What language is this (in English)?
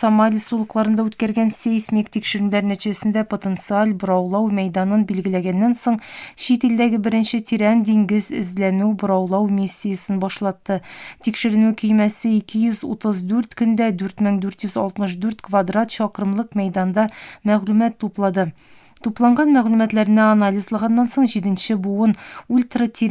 Tatar